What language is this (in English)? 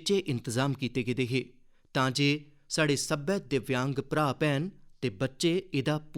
Dogri